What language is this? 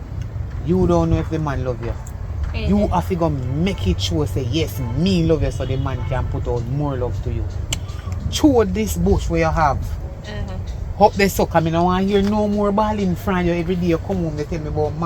Jamaican Creole English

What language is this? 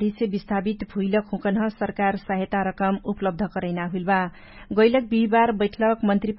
Dangaura Tharu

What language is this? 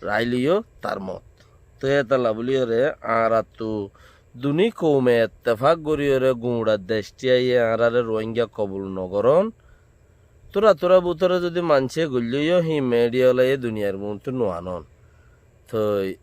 Rohingya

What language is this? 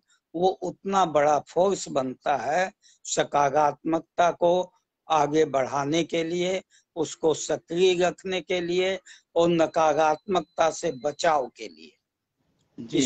Hindi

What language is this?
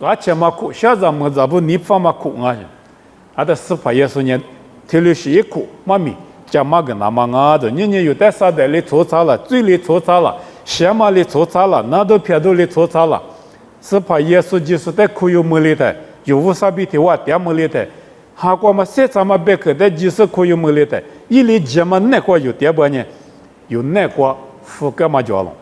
Lisu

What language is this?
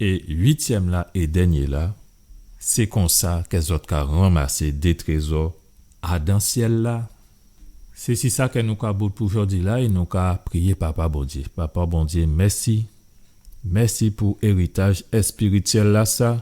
Guadeloupean Creole French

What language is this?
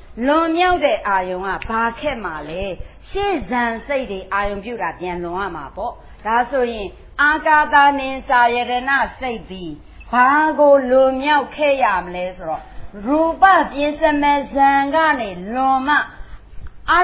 Burmese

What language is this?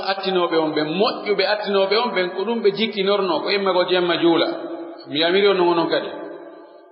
Pular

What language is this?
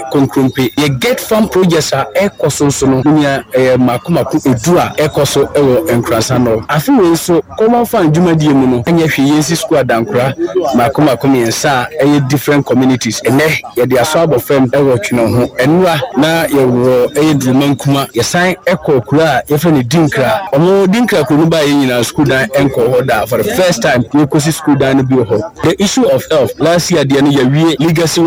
Akan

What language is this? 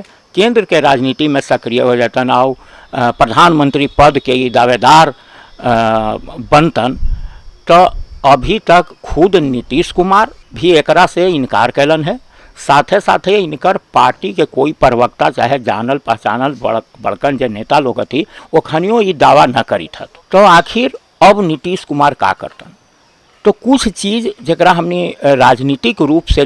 Magahi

